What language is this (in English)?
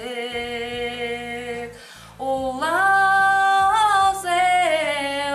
Buriat